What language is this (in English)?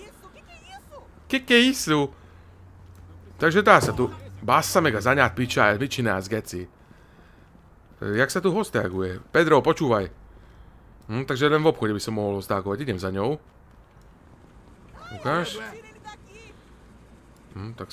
Slovak